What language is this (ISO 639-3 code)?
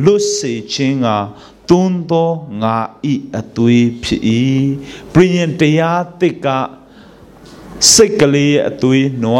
mya